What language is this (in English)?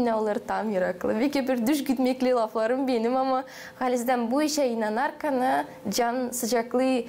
Gagauz